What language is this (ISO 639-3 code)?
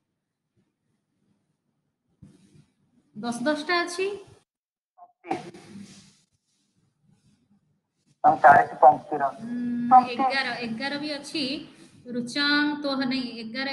ori